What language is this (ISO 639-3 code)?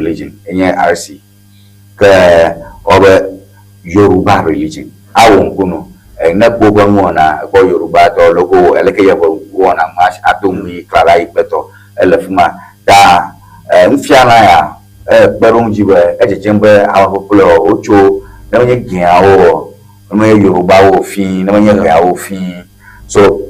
ewe